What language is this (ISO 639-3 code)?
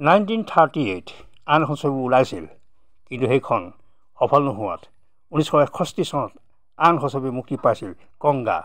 asm